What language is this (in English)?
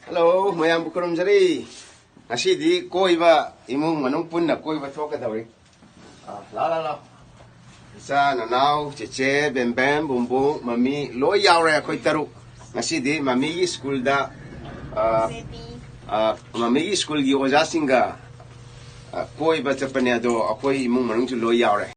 Manipuri